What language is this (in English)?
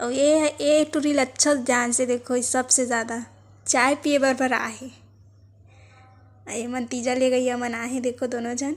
Chhattisgarhi